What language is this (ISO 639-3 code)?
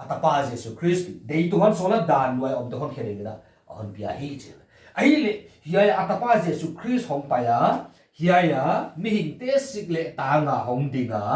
pck